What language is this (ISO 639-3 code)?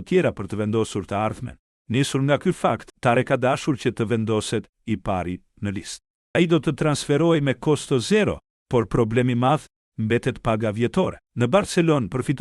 sqi